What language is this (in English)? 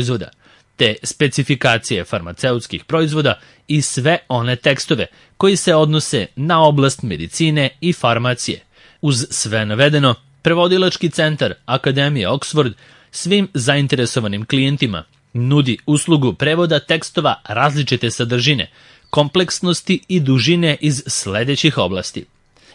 Serbian